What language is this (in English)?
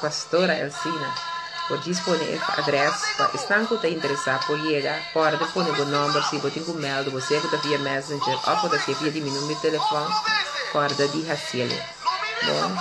Papiamento